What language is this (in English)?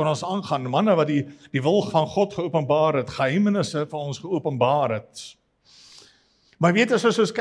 Afrikaans